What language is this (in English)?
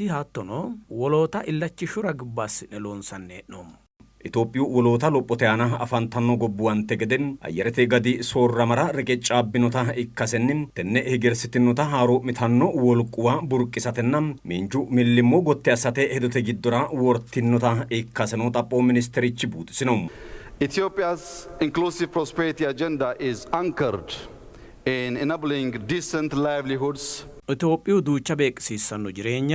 Sidamo